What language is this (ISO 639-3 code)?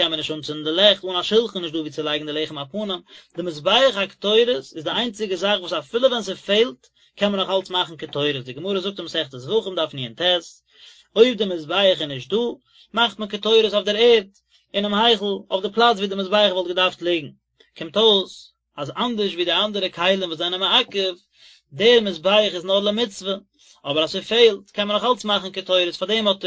yid